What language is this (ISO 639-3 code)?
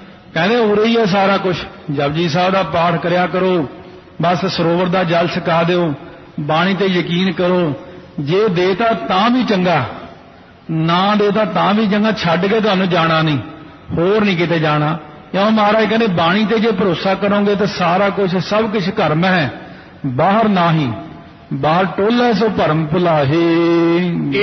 pan